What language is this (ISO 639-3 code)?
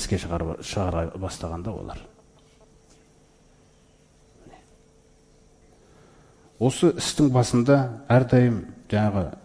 kaz